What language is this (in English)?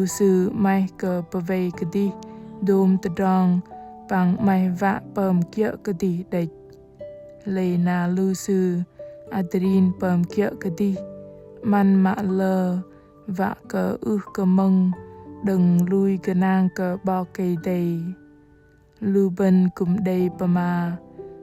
Bahnar